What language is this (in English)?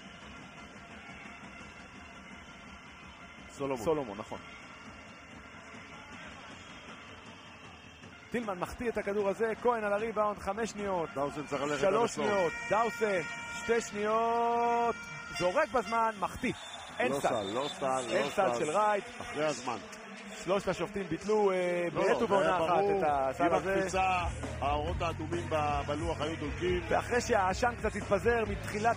Hebrew